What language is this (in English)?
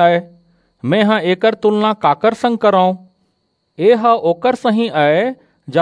Chhattisgarhi